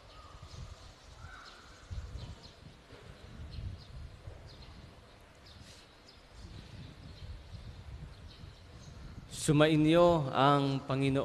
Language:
Filipino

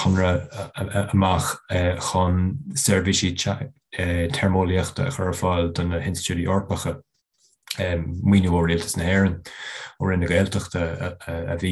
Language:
Irish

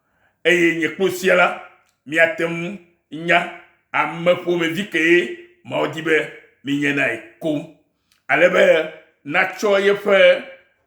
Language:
Ewe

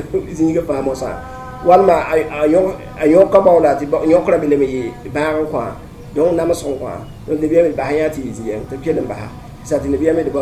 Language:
Mossi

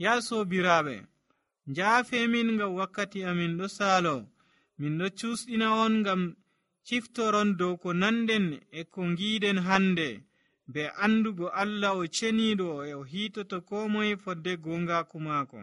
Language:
Nigerian Fulfulde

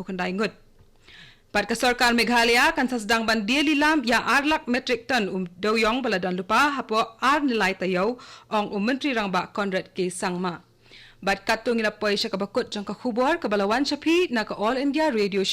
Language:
Khasi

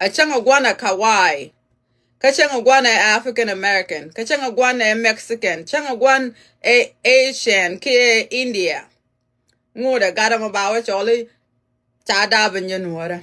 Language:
Nuer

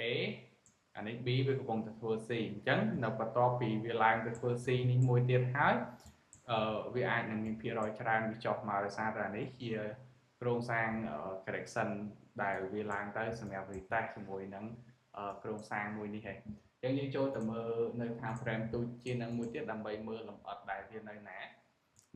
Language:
Khmer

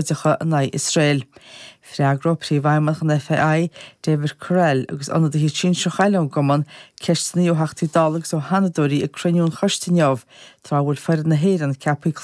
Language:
Irish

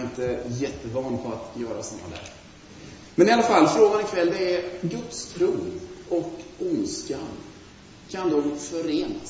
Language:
Swedish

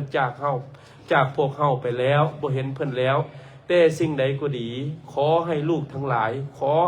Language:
Lao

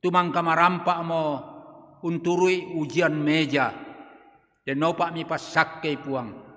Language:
Toraja-Sa'dan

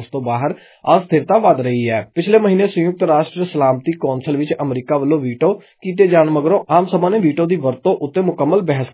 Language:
Punjabi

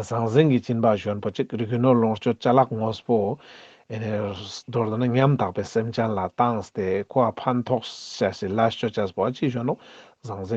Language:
Ladakhi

